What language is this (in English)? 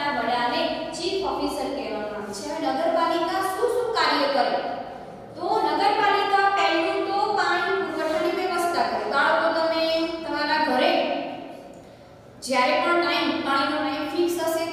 Gujarati